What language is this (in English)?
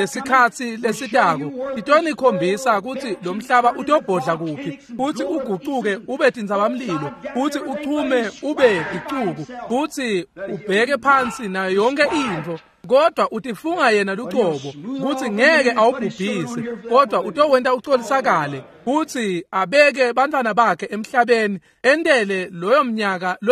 Swati